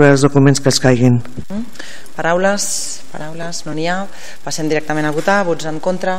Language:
Catalan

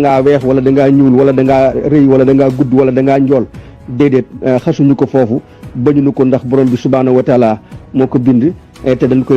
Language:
Wolof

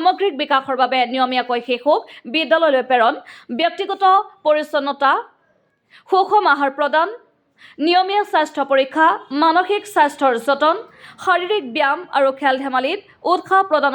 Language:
Assamese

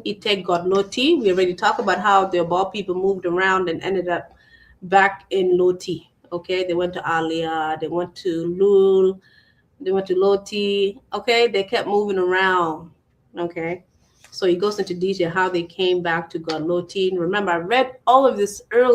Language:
Acoli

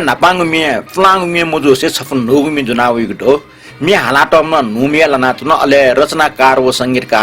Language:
Newari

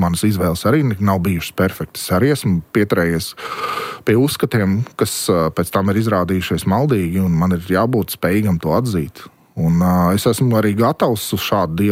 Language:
Latvian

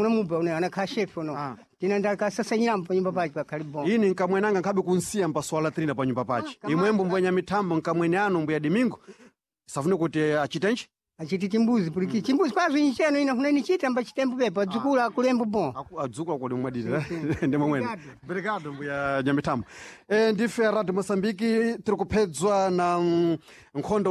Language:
Sena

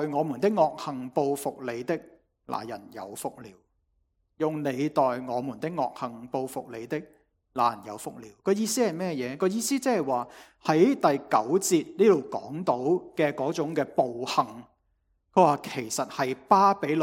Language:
Cantonese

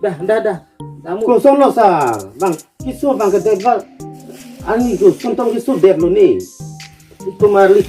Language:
Karbi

